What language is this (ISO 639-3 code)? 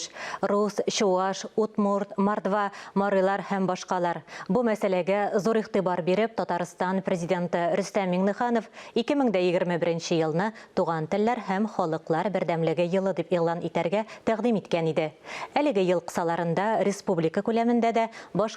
tat